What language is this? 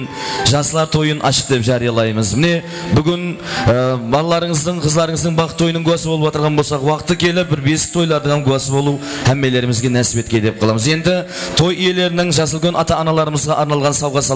Kara-Kalpak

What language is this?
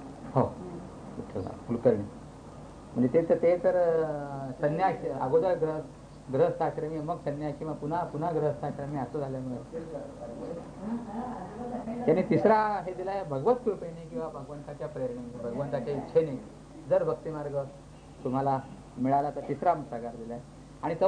Marathi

